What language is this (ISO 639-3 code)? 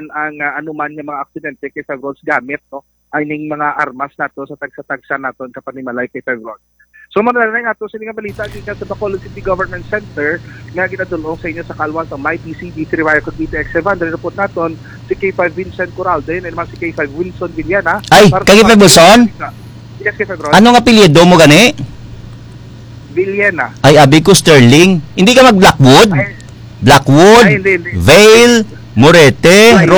hil